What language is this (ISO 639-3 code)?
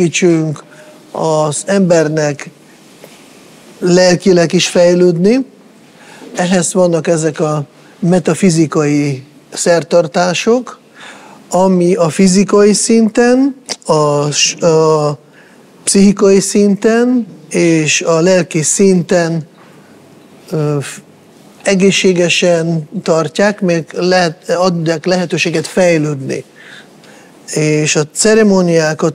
hun